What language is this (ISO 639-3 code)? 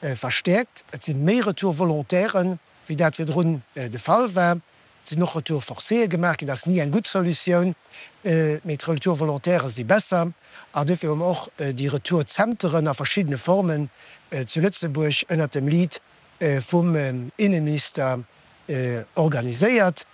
ltz